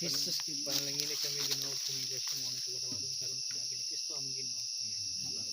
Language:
Cebuano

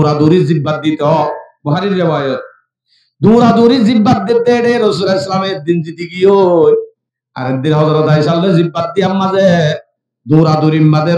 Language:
Rohingya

